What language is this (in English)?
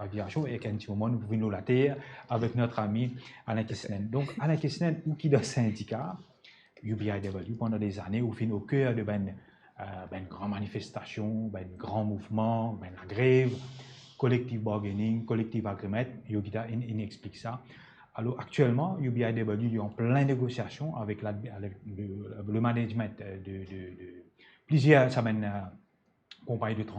Morisyen